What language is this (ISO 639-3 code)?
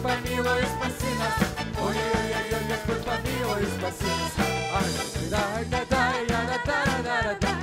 rus